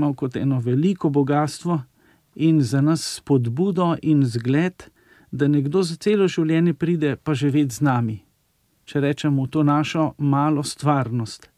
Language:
Slovenian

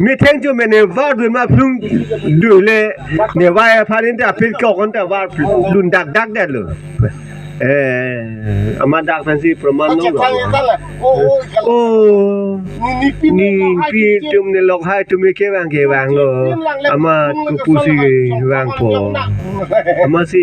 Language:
Karbi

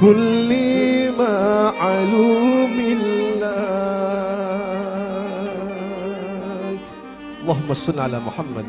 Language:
Madurese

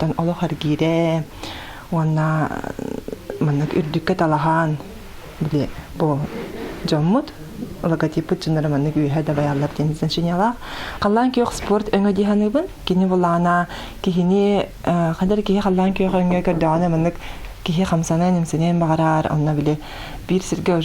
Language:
Yakut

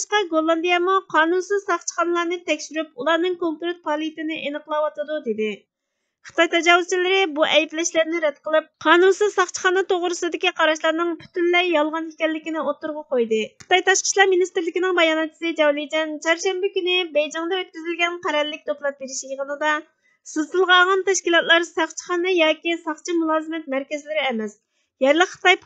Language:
Uyghur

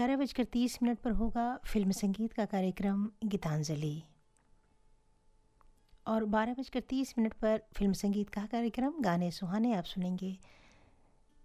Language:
Hindi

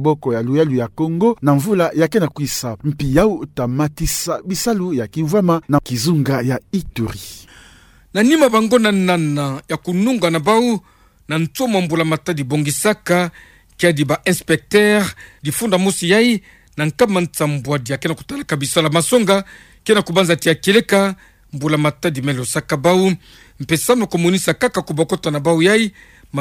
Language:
Kituba (Democratic Republic of Congo)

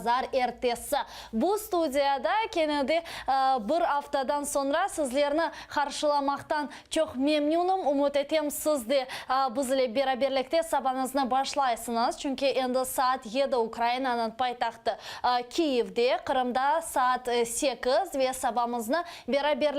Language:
Crimean Tatar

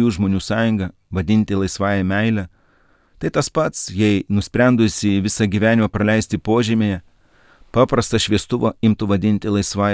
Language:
Lithuanian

